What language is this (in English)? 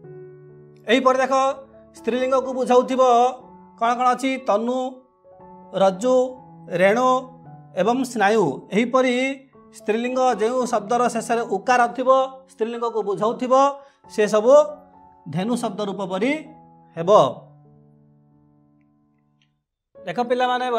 Odia